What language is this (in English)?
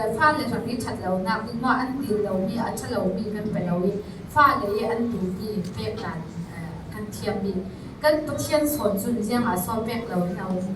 Falam Chin